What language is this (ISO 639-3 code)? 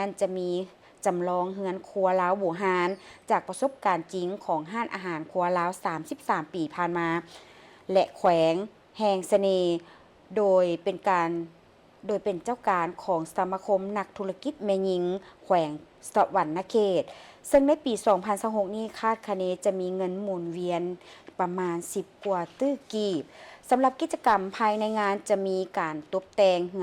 lao